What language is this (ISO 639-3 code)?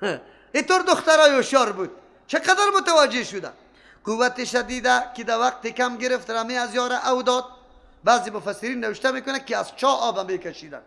fas